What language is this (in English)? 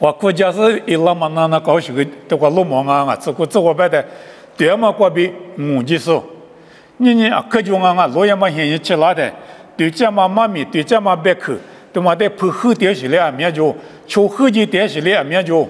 Lisu